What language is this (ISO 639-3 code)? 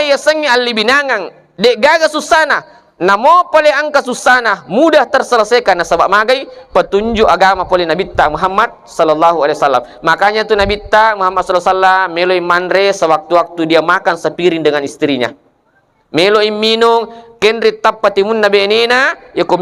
bug